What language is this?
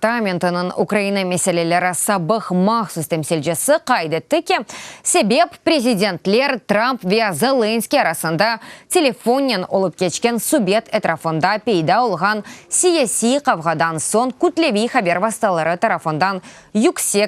Crimean Tatar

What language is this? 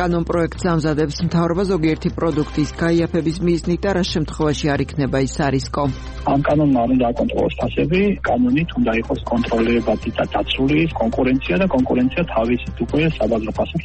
Georgian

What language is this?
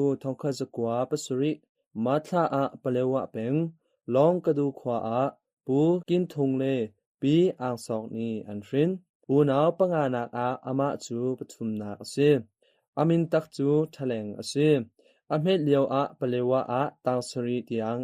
Hakha Chin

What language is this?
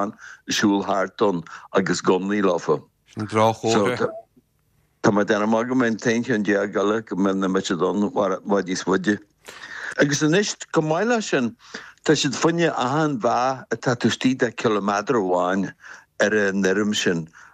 Irish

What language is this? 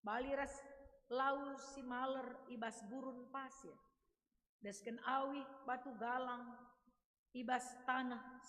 Batak Karo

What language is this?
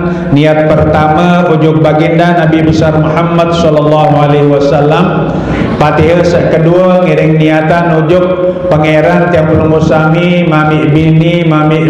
Sasak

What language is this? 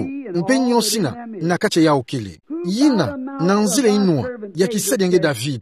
Kituba (Democratic Republic of Congo)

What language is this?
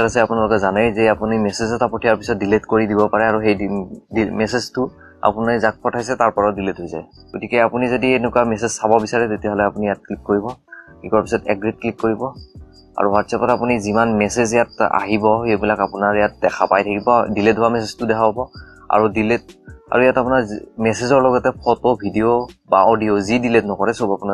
Assamese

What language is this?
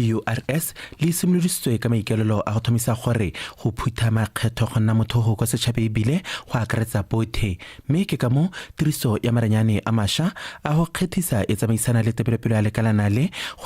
Tswana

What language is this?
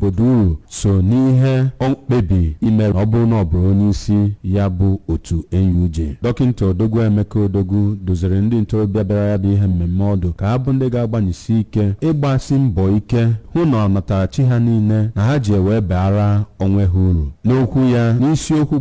Igbo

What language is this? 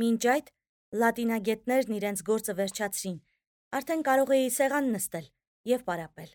Armenian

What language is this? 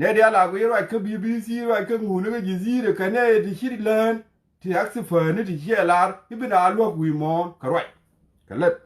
Nuer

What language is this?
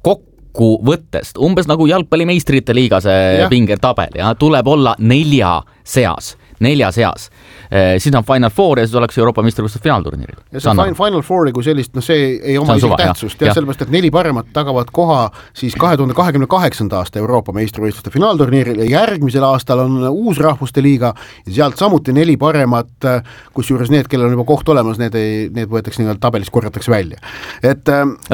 Estonian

